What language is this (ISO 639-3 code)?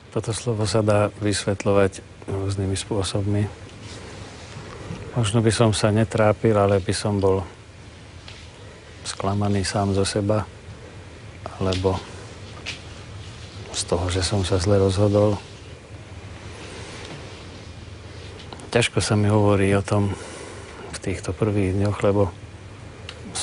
slk